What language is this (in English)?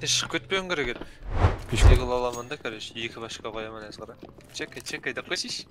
Kara-Kalpak